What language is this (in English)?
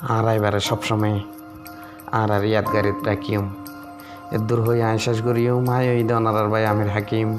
Rohingya